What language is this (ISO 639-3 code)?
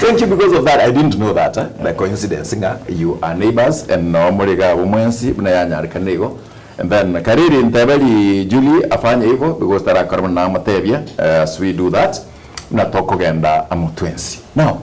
guz